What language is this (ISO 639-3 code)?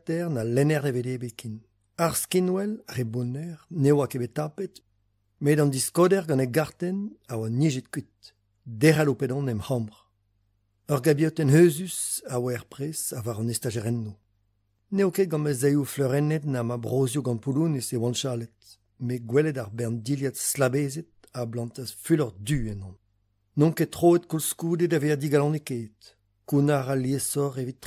bre